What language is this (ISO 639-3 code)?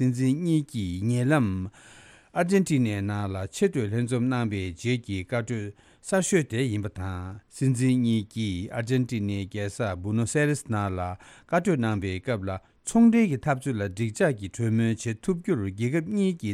bod